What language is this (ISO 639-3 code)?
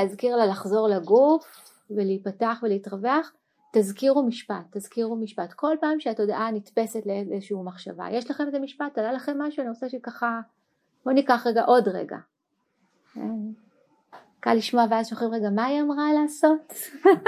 heb